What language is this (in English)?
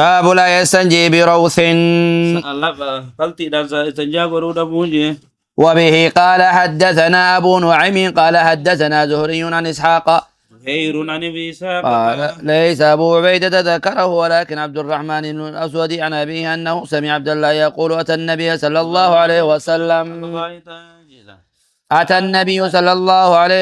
Oromo